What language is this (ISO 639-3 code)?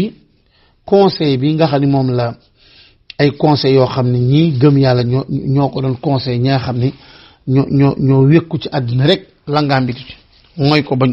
wol